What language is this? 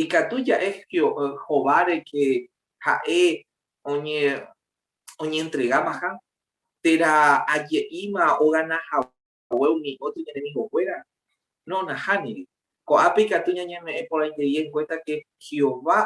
Guarani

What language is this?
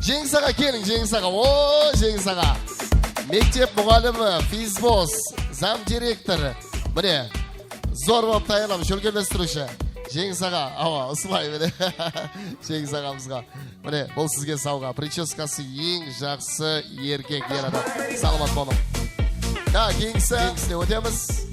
Kara-Kalpak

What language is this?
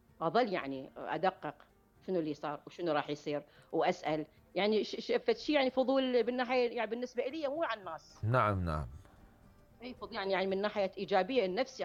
Mesopotamian Arabic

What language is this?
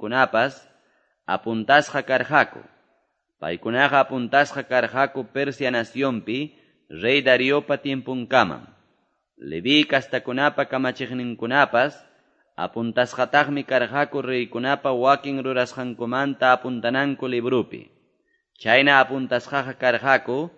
Quechua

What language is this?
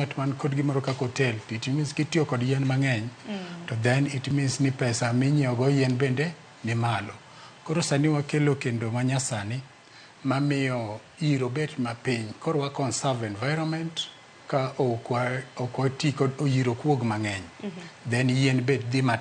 Luo (Kenya and Tanzania)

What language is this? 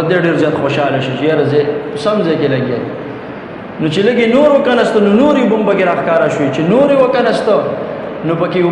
Pashto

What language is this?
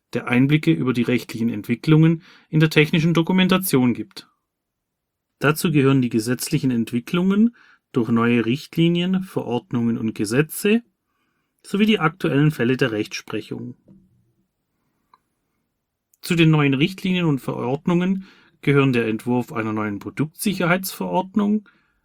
German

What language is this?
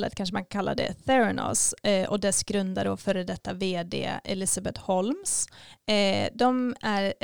Swedish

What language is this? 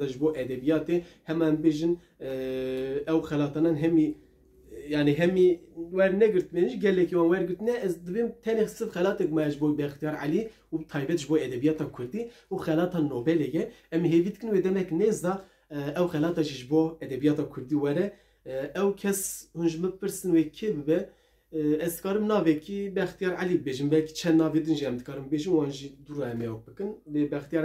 Kurdish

